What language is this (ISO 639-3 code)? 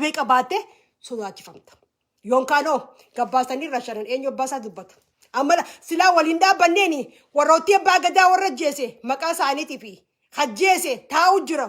orm